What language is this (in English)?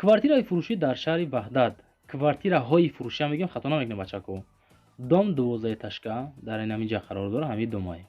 Tajik